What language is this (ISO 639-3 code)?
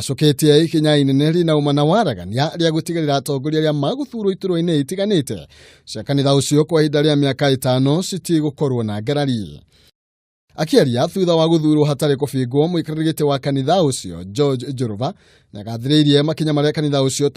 kik